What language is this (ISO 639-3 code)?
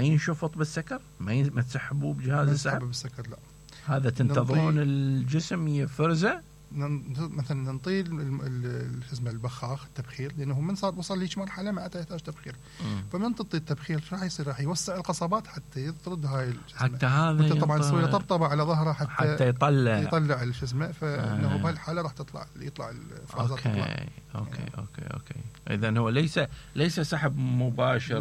acm